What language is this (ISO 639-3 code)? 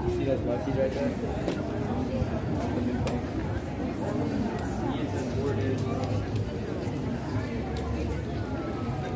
eng